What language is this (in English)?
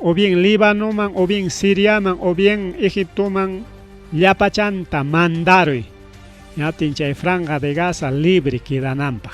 Ayacucho Quechua